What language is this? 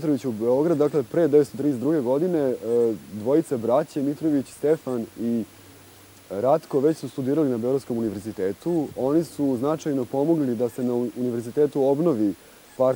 Serbian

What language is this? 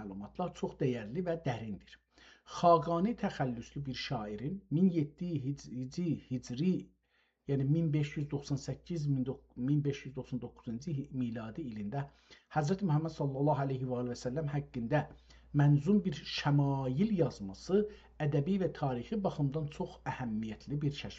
South Azerbaijani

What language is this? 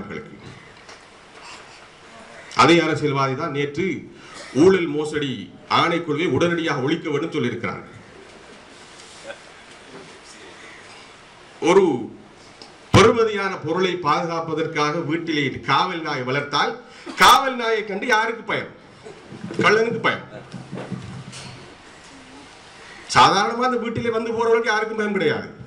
Tamil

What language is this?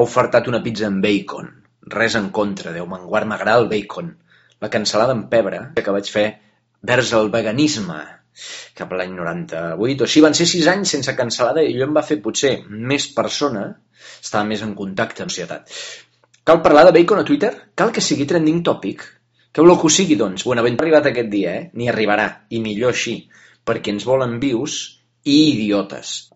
Catalan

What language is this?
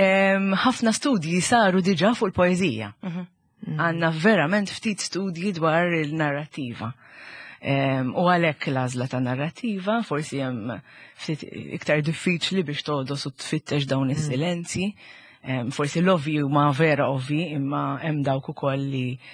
Maltese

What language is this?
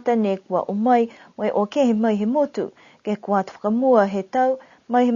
Niuean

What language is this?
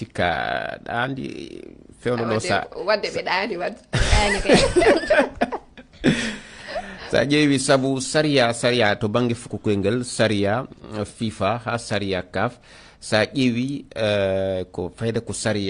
Fula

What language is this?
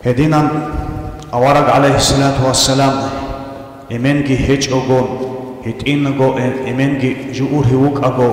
Avaric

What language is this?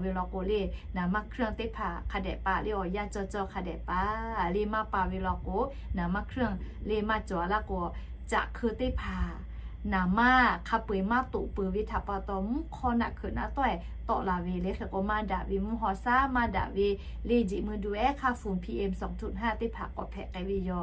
Lahu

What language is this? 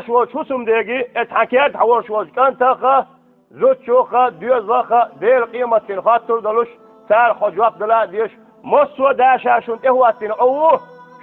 Chechen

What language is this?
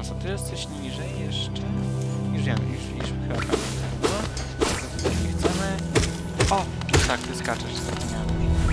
Polish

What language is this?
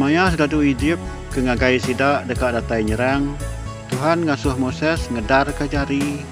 Iban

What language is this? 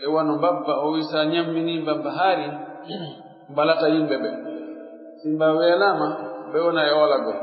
Pular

